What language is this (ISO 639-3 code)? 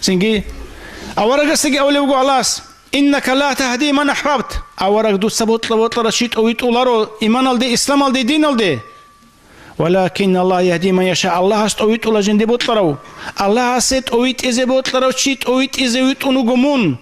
ava